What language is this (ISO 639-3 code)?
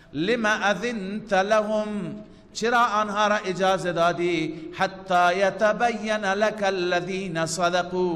fas